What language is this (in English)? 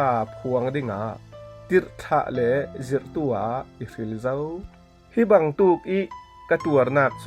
Falam Chin